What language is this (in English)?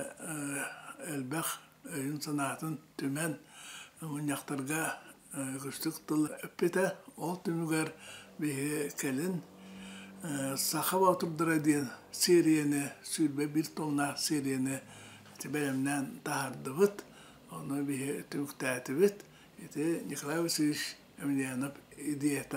Yakut